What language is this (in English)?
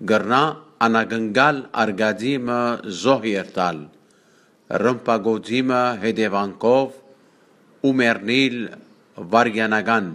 Western Armenian